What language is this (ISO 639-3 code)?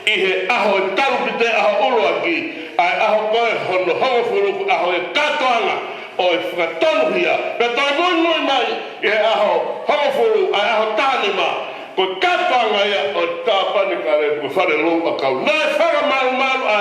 ton